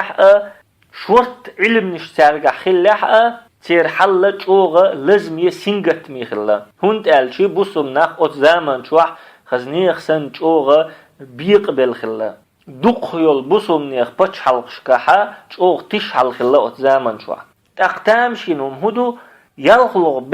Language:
Chechen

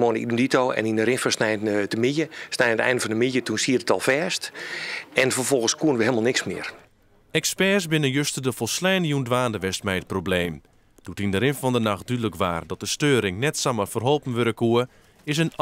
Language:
Western Frisian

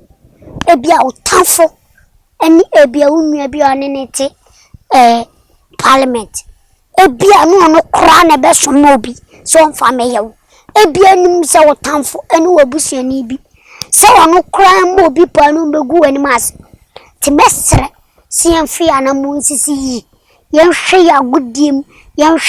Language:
Akan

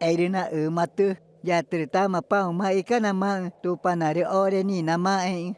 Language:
Ticuna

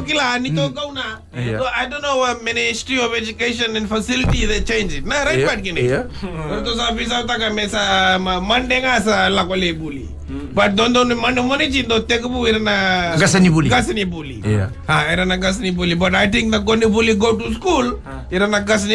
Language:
Fijian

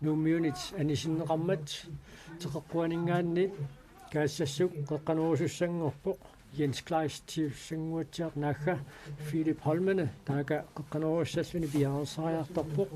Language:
Kalaallisut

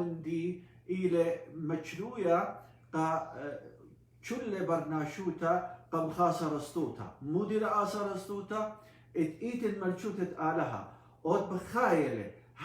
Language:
Assyrian Neo-Aramaic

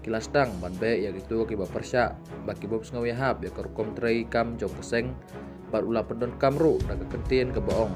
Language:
Khasi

